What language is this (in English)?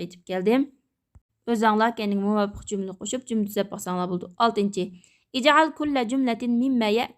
Uyghur